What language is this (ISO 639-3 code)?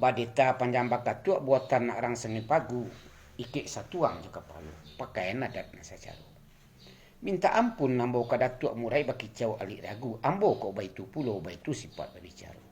min